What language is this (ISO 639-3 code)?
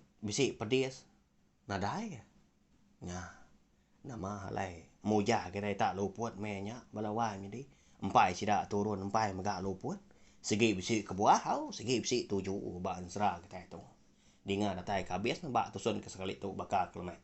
iba